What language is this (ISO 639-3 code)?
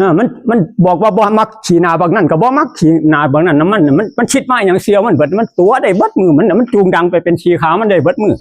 tts